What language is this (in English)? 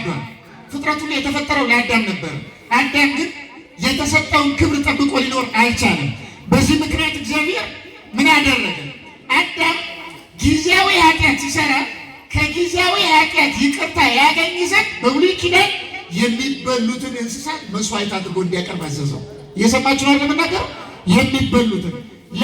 Amharic